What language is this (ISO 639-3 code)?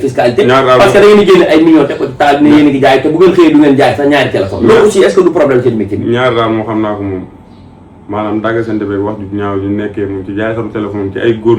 wol